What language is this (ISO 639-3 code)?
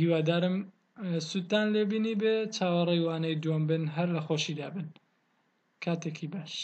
ckb